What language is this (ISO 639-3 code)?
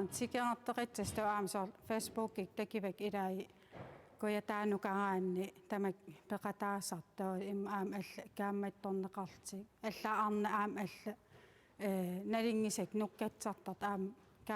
kal